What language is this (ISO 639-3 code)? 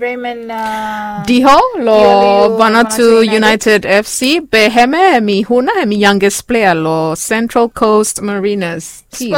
bis